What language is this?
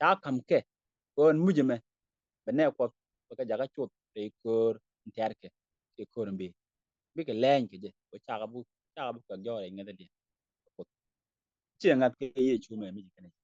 Nuer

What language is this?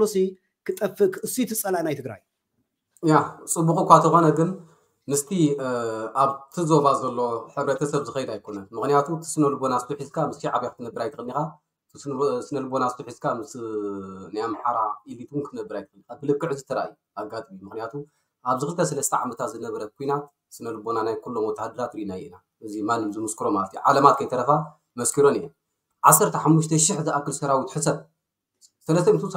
Tigrinya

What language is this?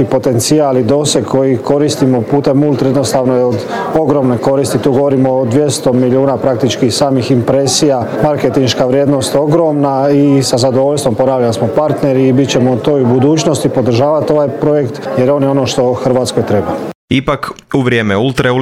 Croatian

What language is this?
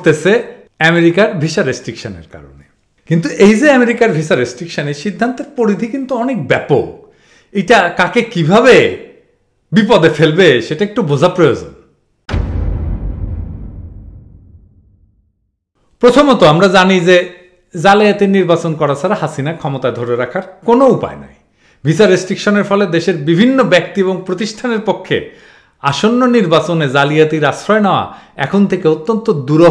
Bangla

